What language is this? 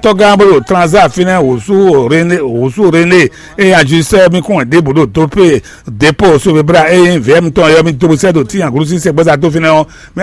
Fon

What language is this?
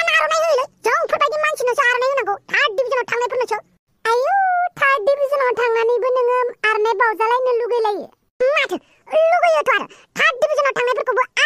Bodo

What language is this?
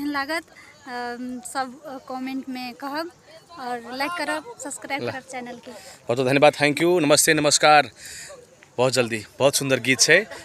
Maithili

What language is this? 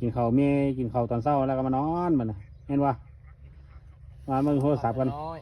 Northeastern Thai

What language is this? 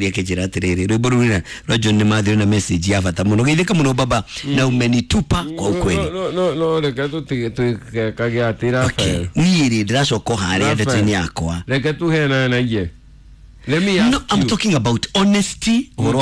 Kikuyu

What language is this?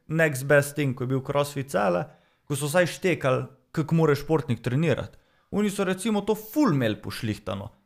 Slovenian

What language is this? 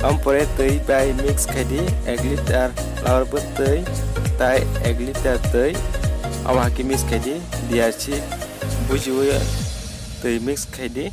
Kok Borok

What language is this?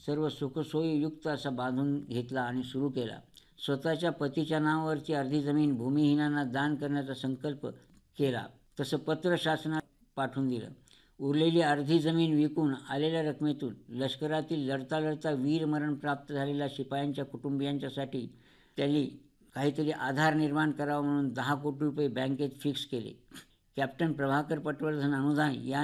Marathi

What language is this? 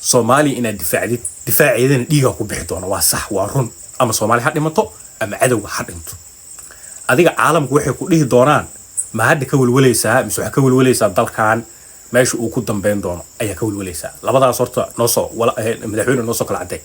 Somali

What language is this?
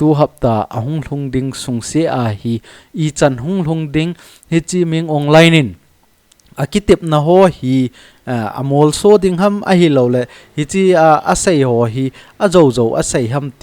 Thado Chin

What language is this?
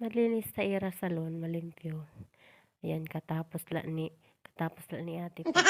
Waray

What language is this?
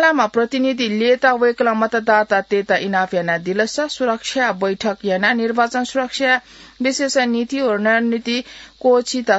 Newari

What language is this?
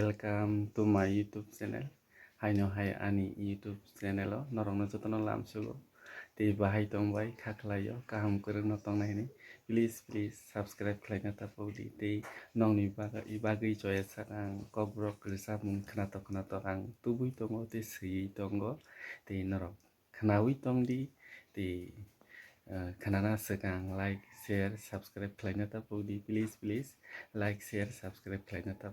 Kok Borok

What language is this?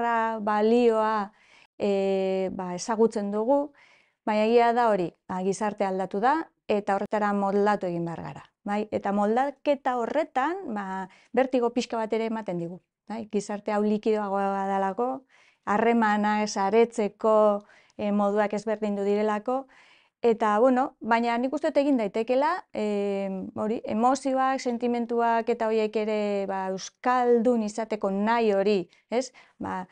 Basque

